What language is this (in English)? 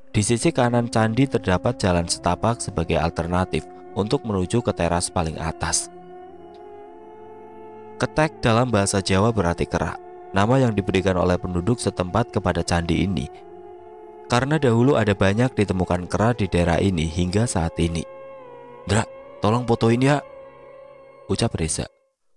Indonesian